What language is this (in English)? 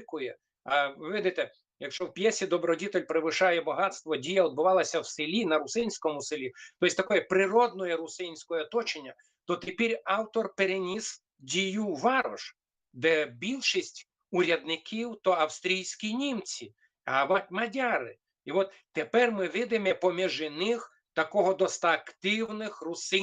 Rusyn